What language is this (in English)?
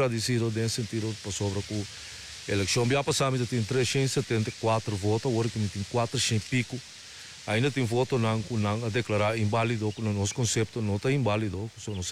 Papiamento